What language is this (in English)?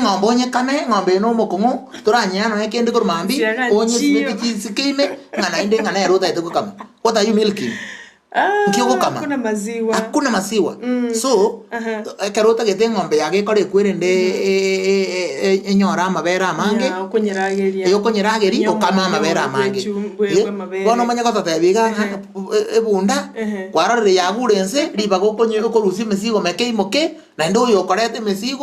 Gusii